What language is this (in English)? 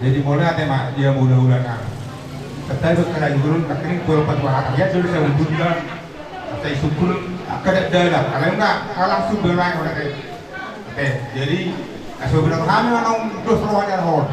Batak Toba